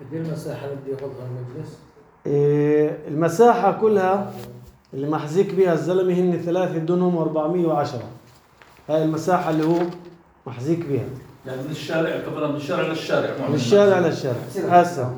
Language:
North Levantine Arabic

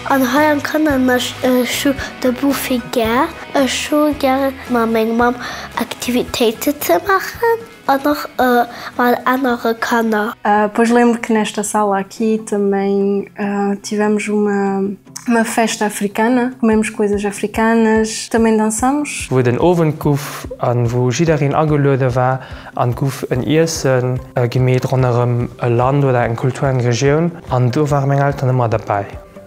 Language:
Luxembourgish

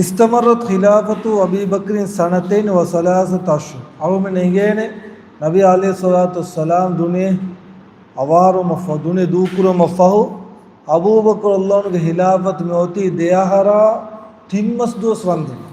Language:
Divehi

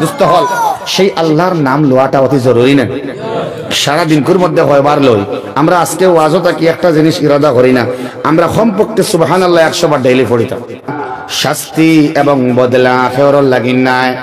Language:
Sylheti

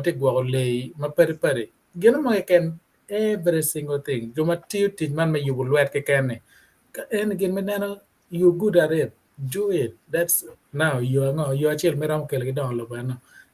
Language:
Acoli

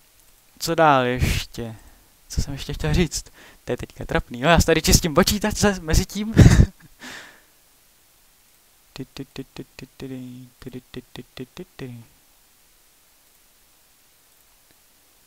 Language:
Czech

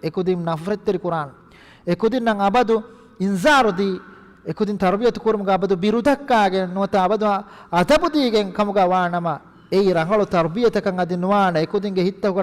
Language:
Divehi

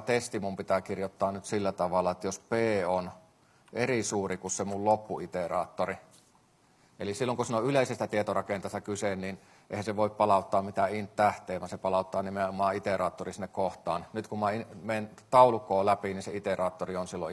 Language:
Finnish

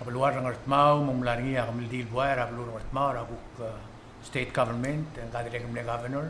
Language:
Palauan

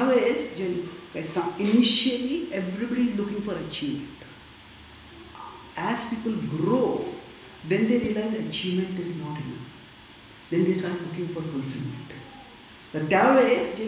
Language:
Marathi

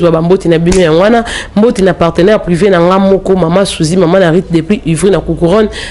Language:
Lingala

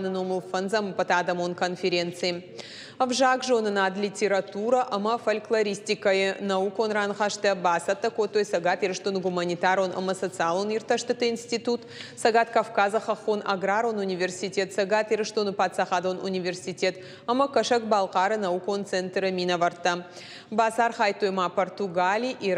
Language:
Ossetic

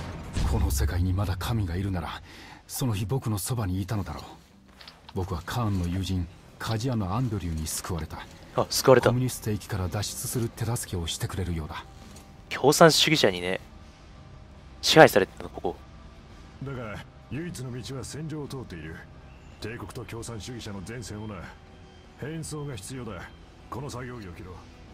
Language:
Japanese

